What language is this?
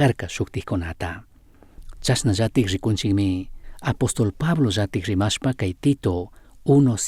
Chimborazo Highland Quichua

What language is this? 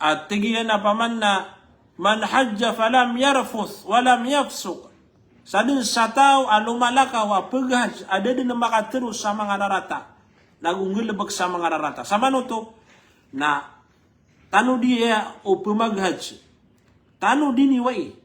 Maranao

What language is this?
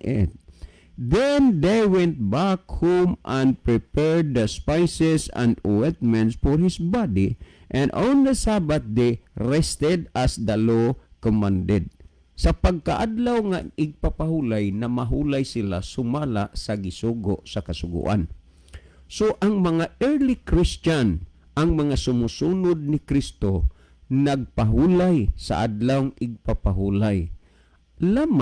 Cebuano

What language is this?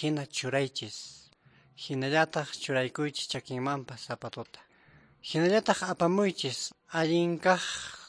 Quechua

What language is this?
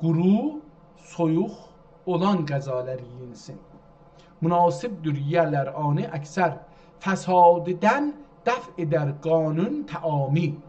South Azerbaijani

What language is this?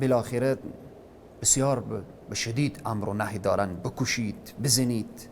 Persian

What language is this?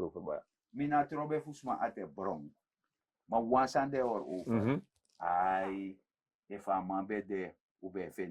Sranan Tongo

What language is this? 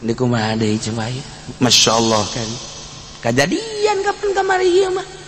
Sundanese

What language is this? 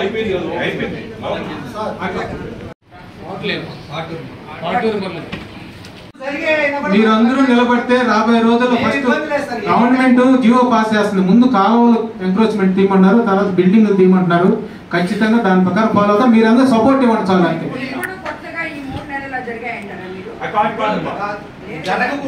Telugu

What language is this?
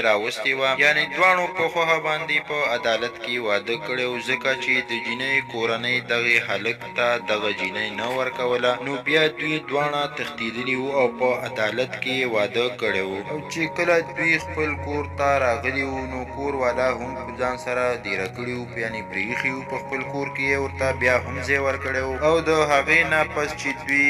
Pashto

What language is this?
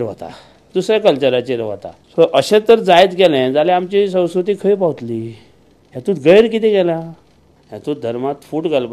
Konkani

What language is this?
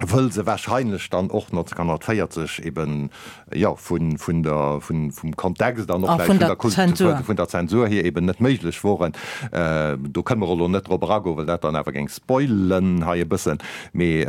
Luxembourgish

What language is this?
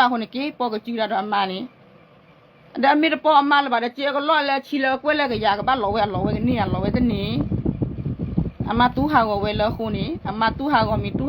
S'gaw Karen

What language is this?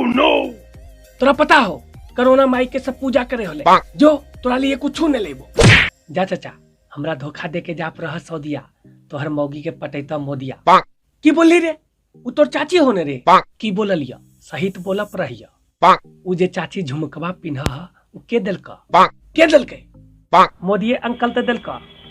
Magahi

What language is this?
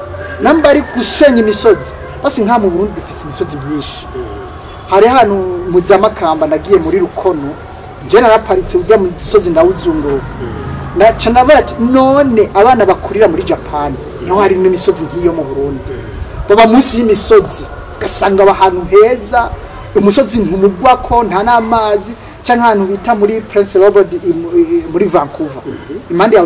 Rundi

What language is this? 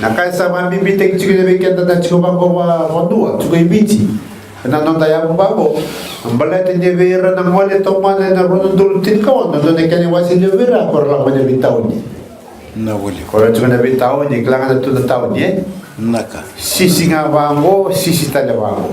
Fijian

